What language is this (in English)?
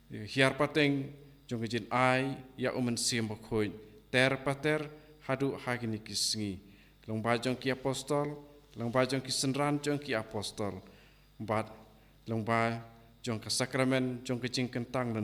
Khasi